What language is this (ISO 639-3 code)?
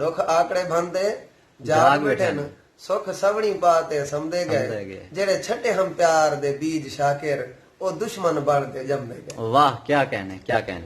skr